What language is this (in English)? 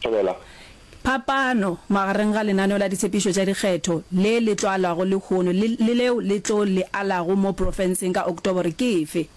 Northern Sotho